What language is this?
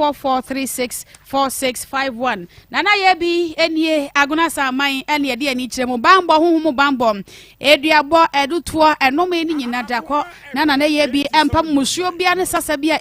Akan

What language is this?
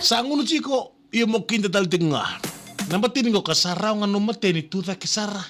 Fijian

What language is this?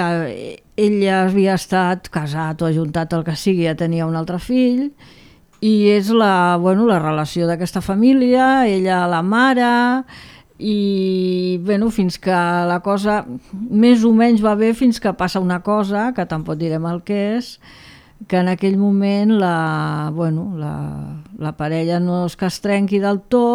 Catalan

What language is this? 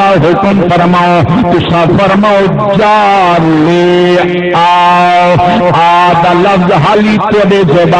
Saraiki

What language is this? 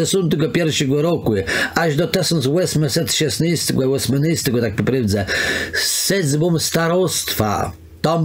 Kashubian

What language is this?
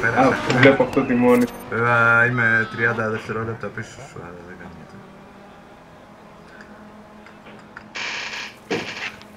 Greek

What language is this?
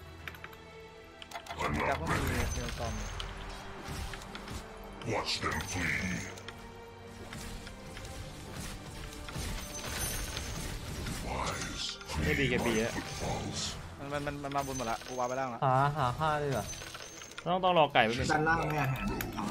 Thai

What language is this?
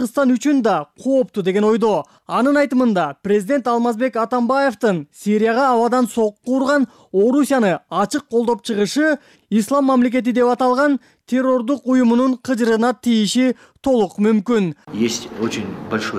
Kyrgyz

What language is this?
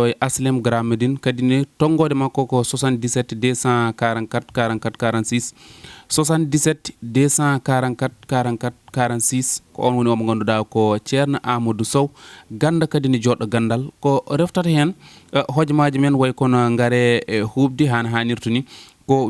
Fula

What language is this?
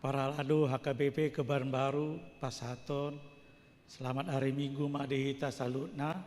Batak Toba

